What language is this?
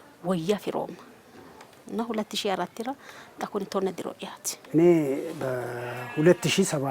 Sidamo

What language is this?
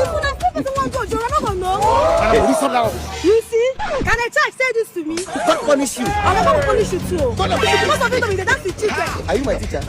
Nigerian Pidgin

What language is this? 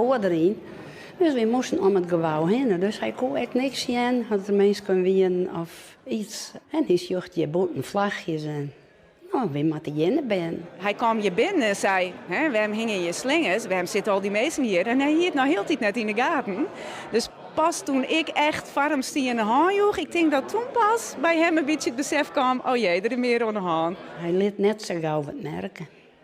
Western Frisian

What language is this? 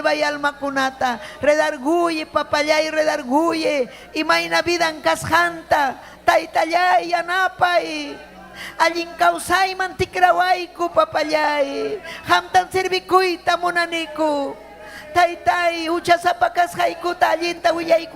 Ayacucho Quechua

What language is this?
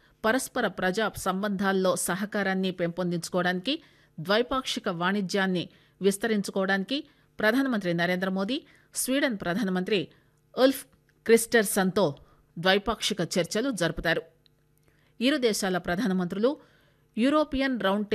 Telugu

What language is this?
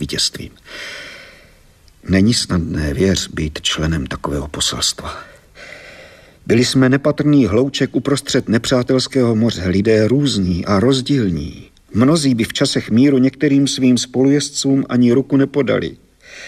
Czech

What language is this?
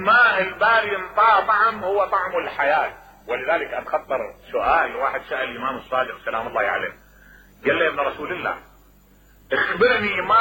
Mesopotamian Arabic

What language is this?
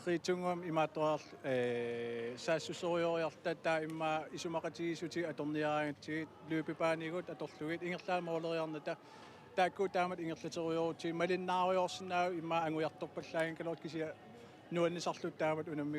Kalaallisut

